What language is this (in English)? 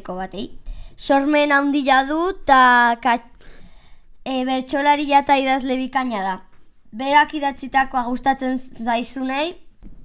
Basque